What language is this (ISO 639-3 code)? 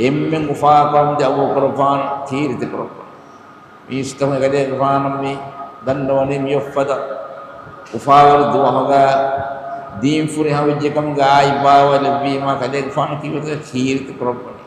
div